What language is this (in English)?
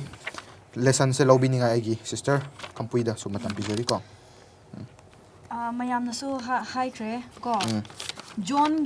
Manipuri